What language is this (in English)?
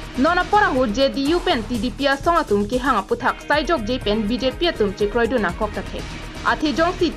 Karbi